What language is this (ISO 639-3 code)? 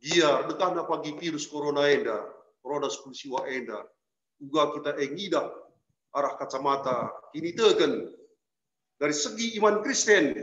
btx